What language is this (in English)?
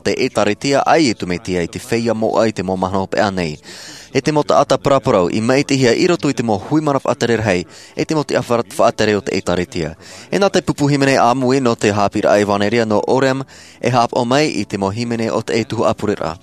Tahitian